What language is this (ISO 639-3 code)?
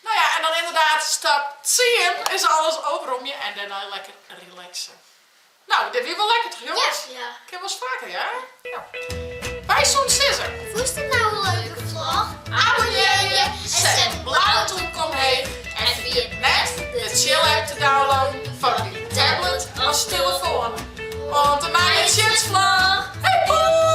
fry